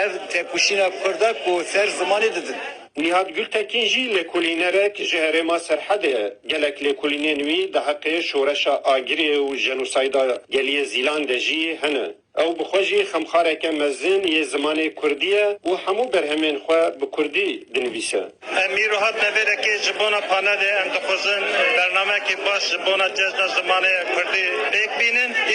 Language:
Kurdish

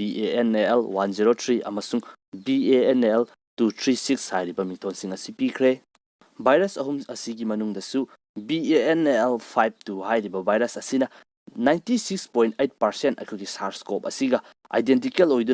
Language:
Manipuri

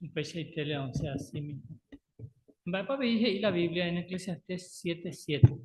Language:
Guarani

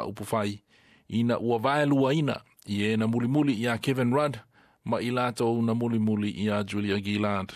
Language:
Samoan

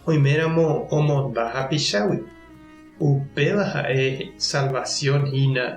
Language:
Guarani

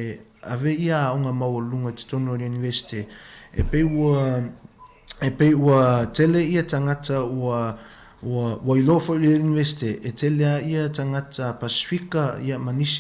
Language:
Samoan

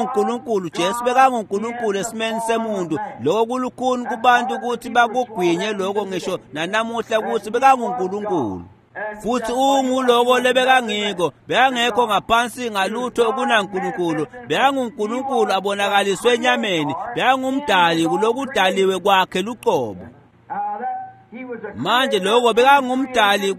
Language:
Swati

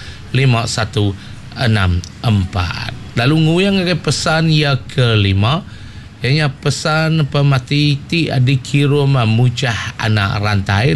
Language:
Iban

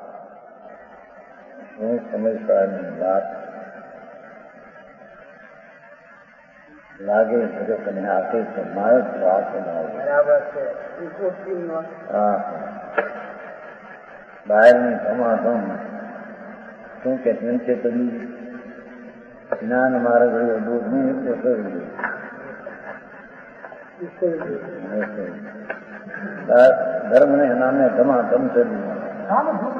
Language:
Gujarati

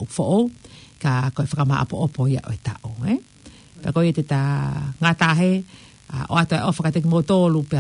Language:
Tongan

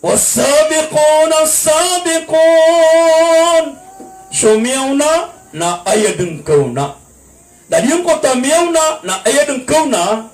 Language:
Maranao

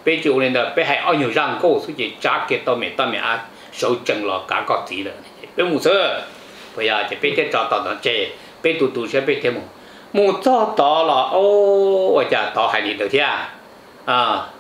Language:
Vietnamese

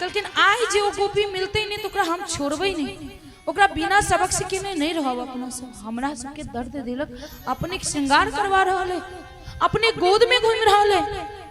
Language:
Maithili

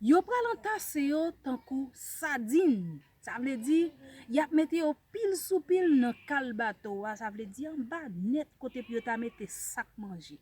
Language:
Haitian Creole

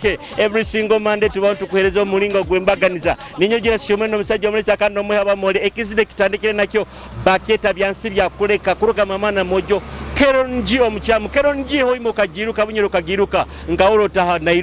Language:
Nyoro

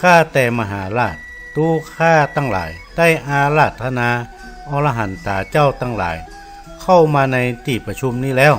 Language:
Northern Thai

